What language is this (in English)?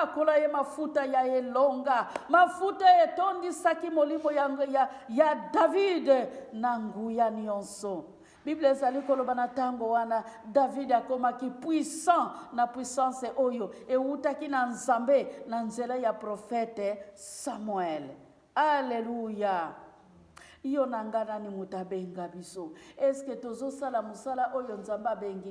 Lingala